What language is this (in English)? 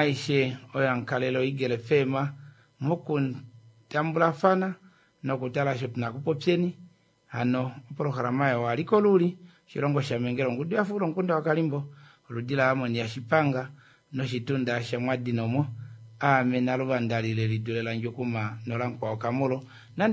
Kuanyama